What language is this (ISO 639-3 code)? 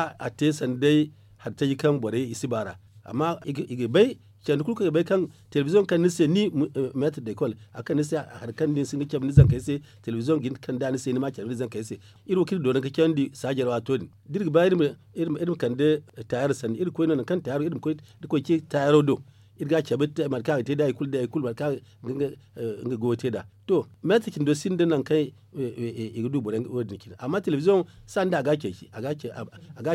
dje